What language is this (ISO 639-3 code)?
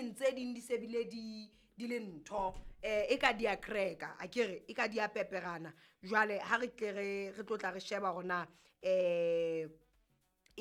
sot